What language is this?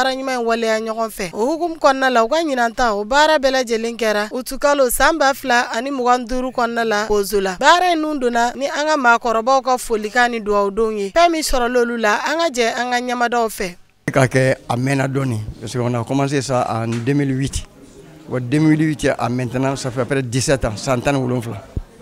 Bambara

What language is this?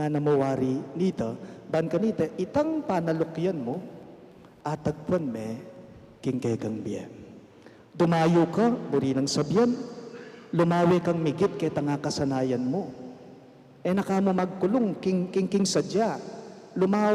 Pampanga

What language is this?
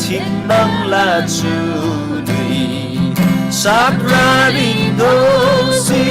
Eastern Tamang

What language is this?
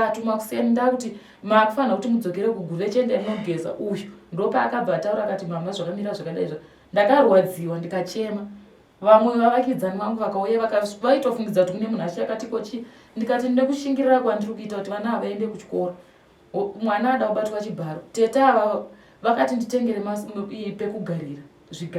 Shona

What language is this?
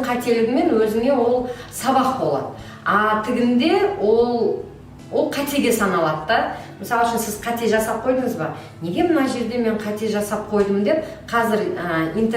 Kazakh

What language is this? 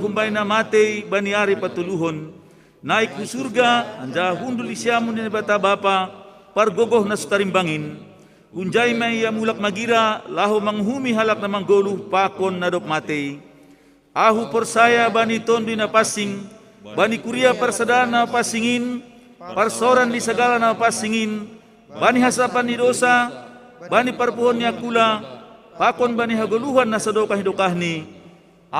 Batak Simalungun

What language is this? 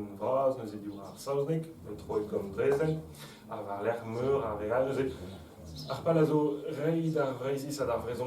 Breton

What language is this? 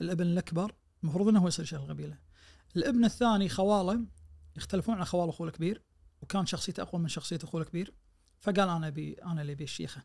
Najdi Arabic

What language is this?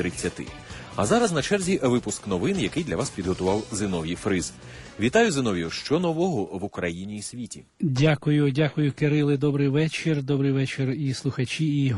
Ukrainian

